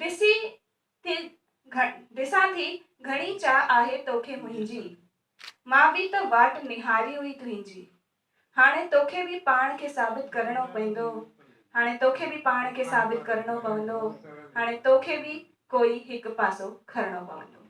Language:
Sindhi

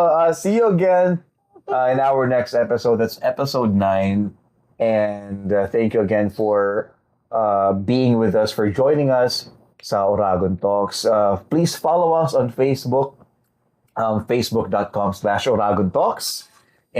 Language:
Bikol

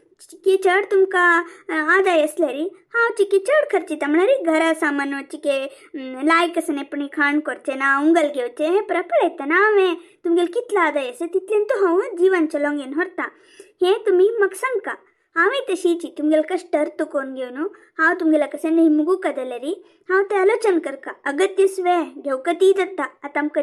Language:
Konkani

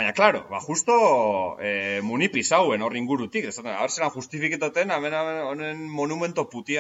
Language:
Basque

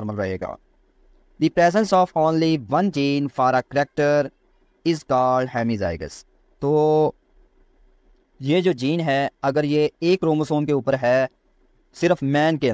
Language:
Hindi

